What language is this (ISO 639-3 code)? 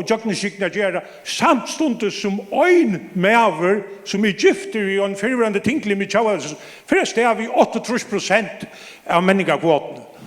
fao